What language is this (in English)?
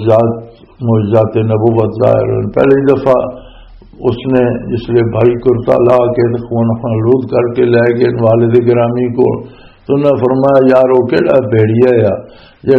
Western Panjabi